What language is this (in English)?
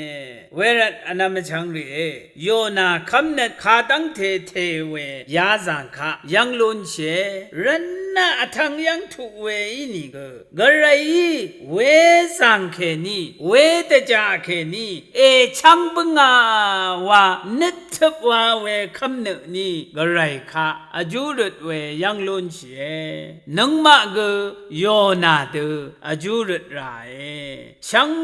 Rawang